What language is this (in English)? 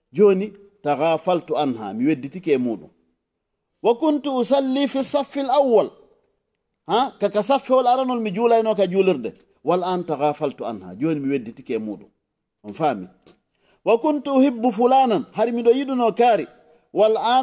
Fula